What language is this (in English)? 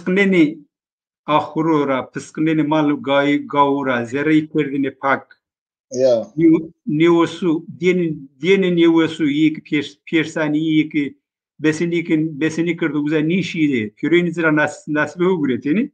Zaza